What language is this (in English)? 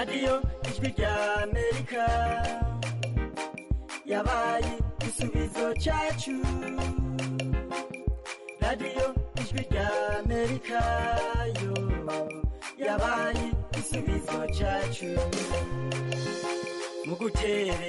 Kinyarwanda